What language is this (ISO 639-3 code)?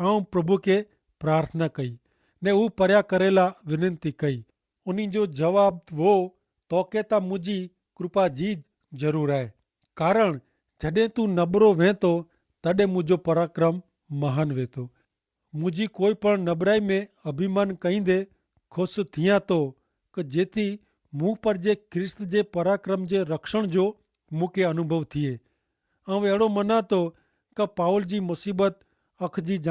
kfr